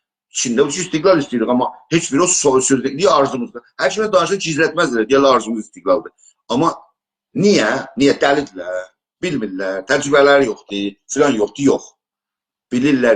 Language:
South Azerbaijani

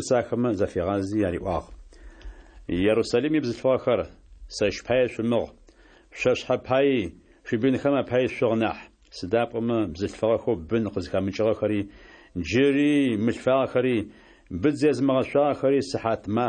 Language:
Adyghe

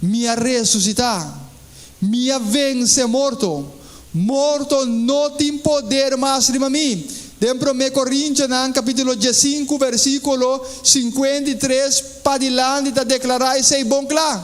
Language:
Papiamento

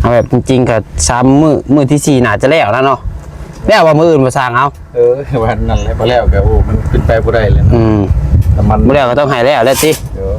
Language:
Northeastern Thai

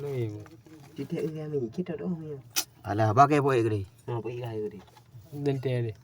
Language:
Achinese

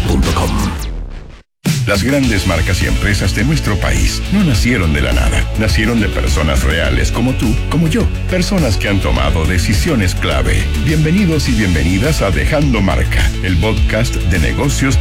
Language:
Spanish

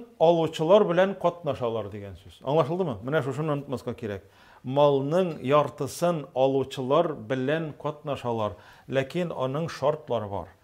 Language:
Tatar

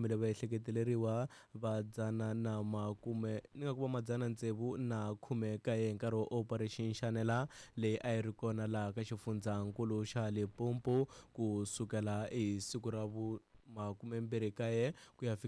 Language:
Tsonga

